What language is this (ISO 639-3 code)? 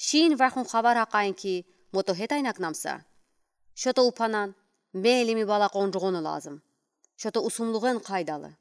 udi